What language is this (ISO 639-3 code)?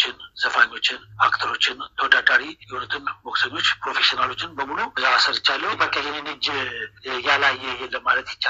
amh